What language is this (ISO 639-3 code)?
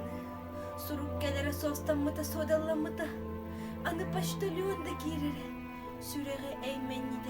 sah